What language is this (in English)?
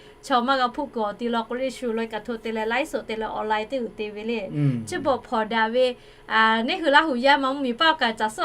Lahu